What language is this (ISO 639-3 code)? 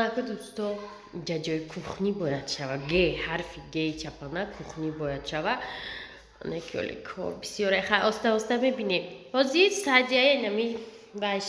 tgk